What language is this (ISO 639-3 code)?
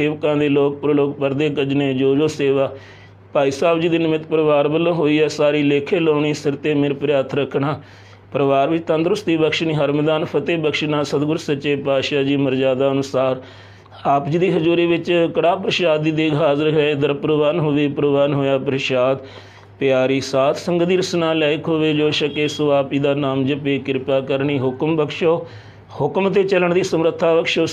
pan